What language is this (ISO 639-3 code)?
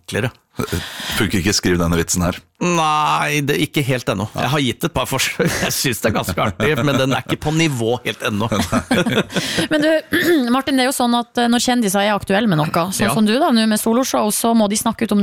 nor